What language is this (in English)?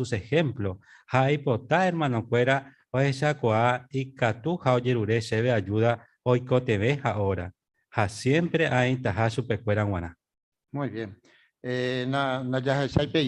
Guarani